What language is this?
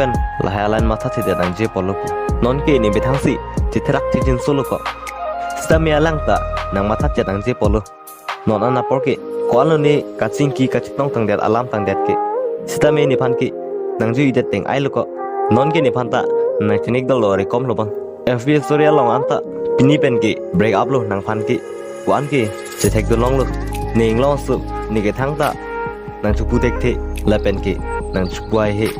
Karbi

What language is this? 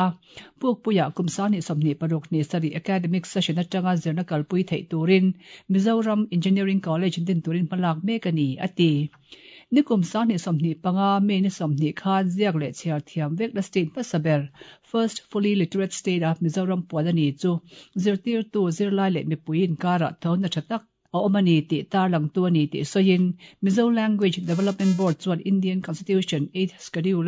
Mizo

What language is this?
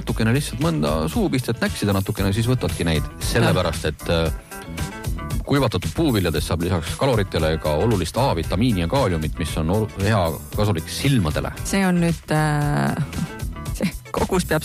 Estonian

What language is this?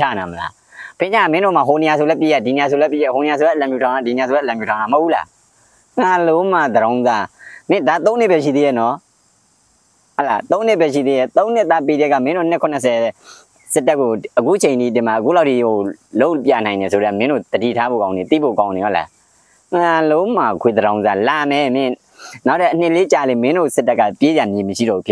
Burmese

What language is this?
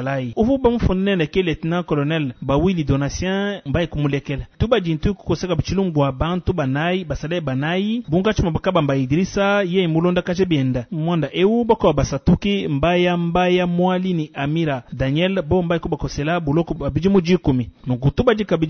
Luba-Lulua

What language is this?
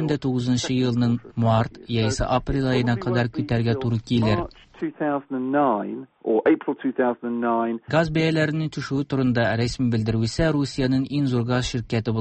Tatar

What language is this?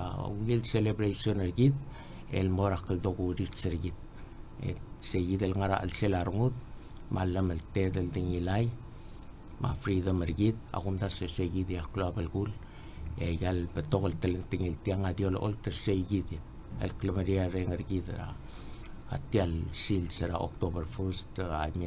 Palauan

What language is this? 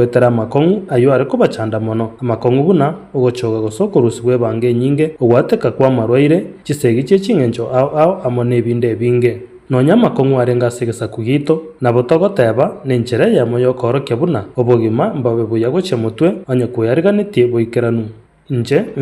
Gusii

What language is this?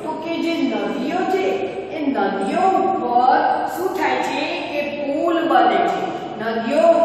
Gujarati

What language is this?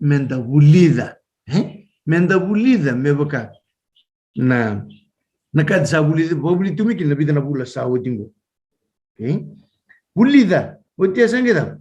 Fijian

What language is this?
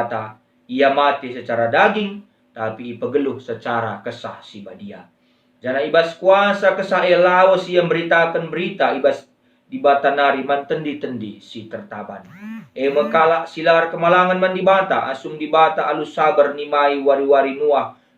Batak Karo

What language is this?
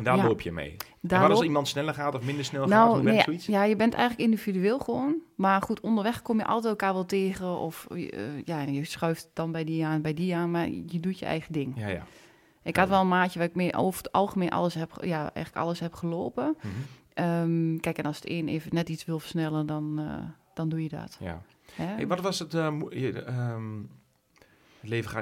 Dutch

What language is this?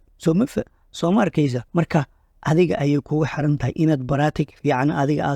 Somali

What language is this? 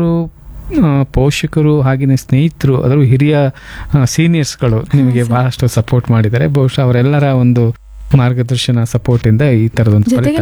Kannada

